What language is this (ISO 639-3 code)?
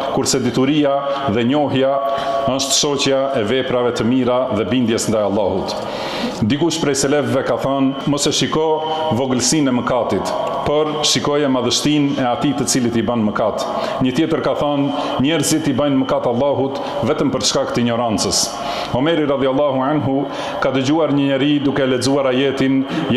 sqi